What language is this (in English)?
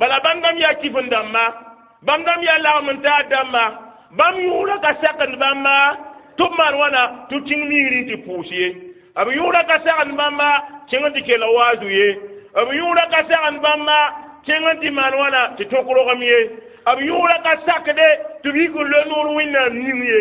Mossi